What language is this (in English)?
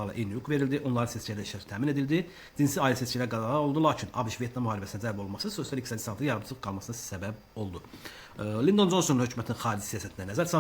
Azerbaijani